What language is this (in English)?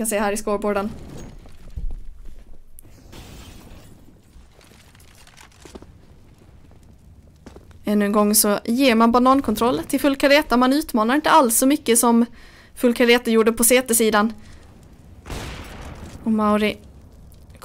Swedish